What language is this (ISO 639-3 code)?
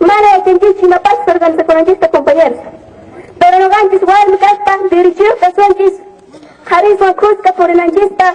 quh